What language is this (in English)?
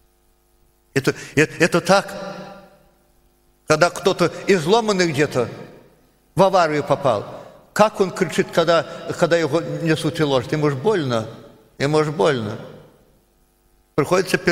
Russian